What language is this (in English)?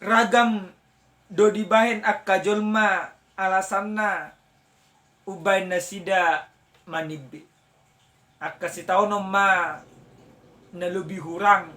Batak Toba